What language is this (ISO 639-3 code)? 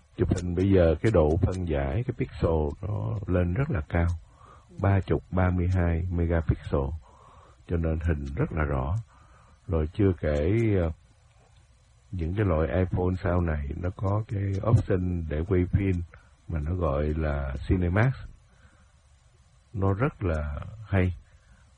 vie